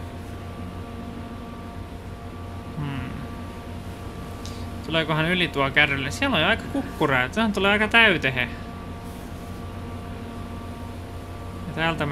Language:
Finnish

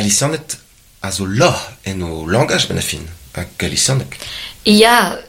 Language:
Breton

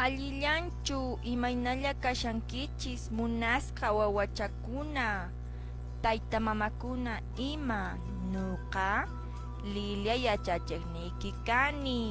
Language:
Quechua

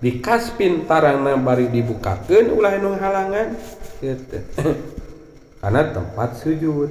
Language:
Sundanese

